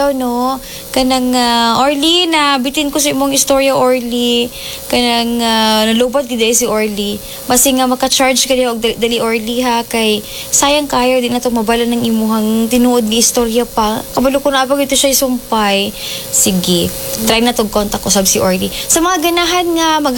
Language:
Cebuano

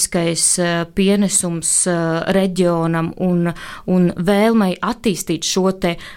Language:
Latvian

